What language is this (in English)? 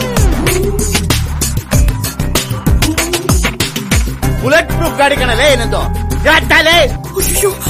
Kannada